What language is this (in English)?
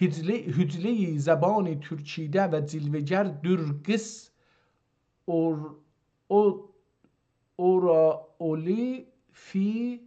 South Azerbaijani